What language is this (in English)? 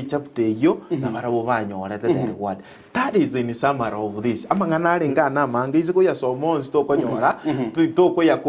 Gusii